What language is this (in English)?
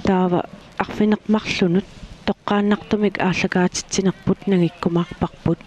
Kalaallisut